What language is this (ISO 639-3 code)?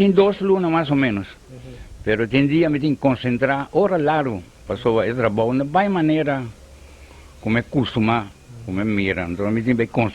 pap